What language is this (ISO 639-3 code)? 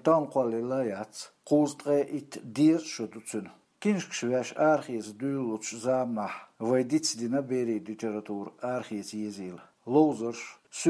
che